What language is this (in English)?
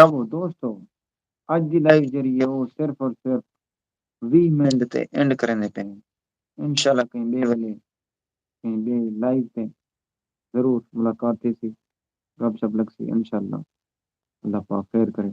Saraiki